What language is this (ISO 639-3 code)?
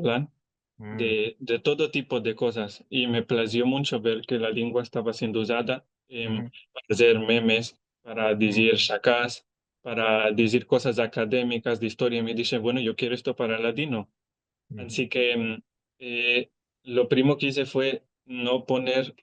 lad